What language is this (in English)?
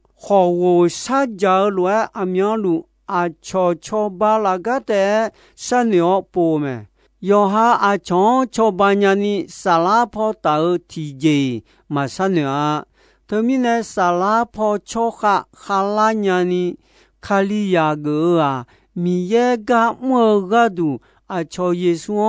Akha